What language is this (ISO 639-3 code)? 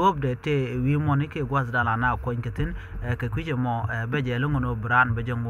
nus